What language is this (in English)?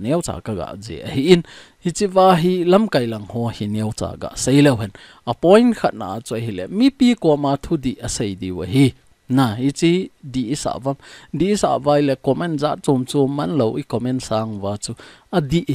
Thado Chin